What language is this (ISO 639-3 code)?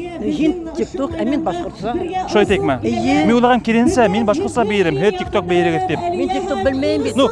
bak